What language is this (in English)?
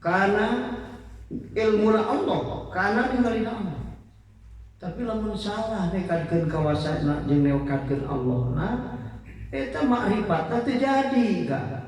Sundanese